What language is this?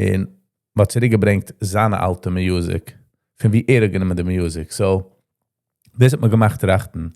Yiddish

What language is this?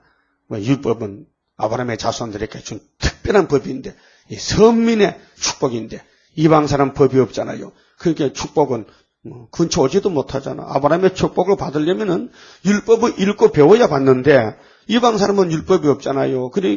Korean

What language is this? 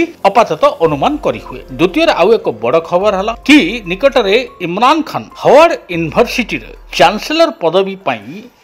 Odia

